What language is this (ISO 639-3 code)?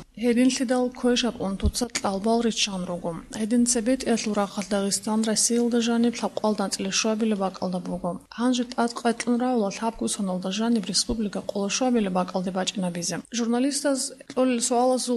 ava